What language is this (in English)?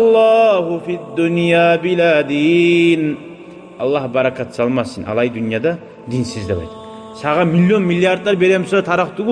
Kumyk